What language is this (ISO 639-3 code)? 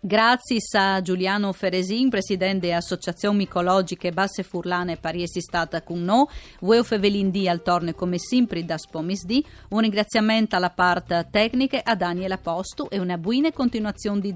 fur